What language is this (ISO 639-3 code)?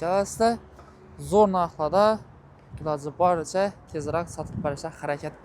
uzb